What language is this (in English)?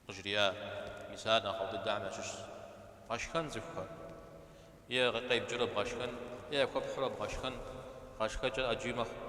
Kabardian